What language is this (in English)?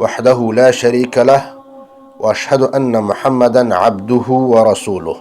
Persian